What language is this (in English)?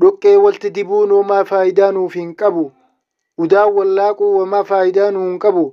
Oromo